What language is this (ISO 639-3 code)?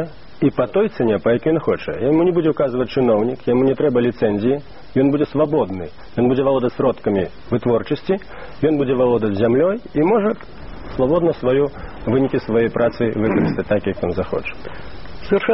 bel